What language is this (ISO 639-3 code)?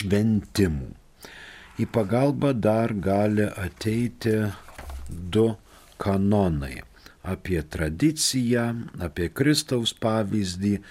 lit